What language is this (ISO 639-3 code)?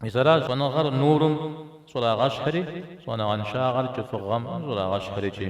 kbd